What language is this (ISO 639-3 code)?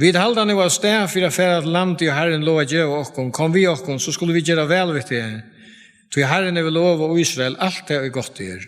fao